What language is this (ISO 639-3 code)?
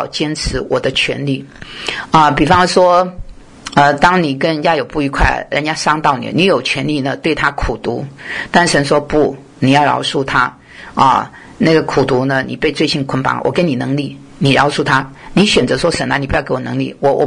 zho